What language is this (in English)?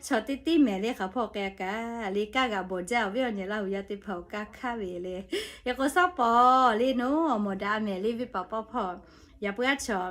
Lahu